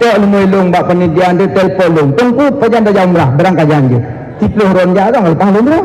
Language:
Achinese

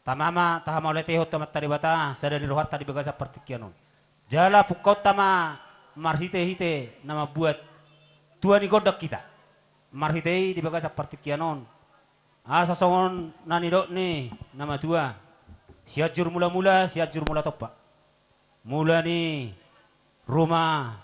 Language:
Batak Toba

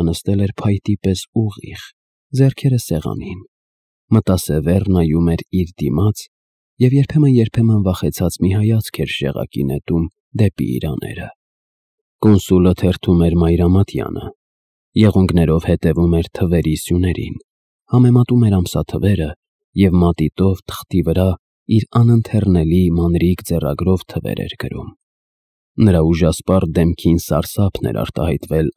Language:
Armenian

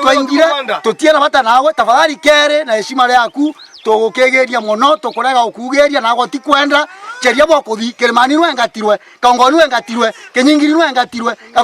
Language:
Meru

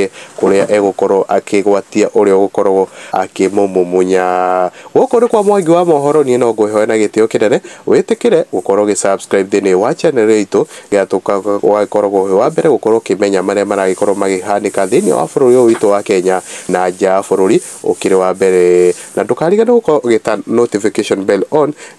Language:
Kikuyu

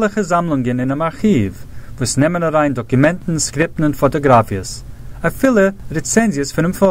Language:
Yiddish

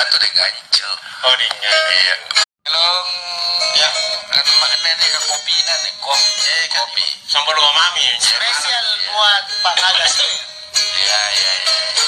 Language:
Makasar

